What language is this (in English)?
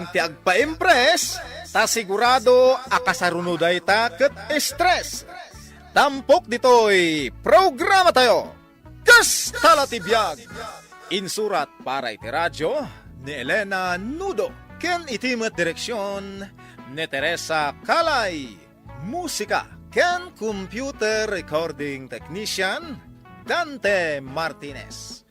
Iloko